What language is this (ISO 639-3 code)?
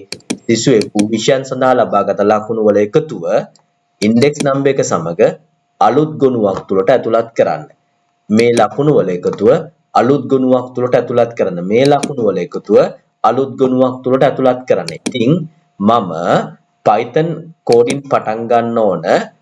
sin